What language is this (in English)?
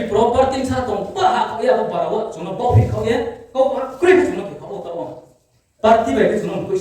Riang (India)